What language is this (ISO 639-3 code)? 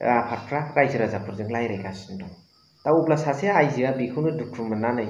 brx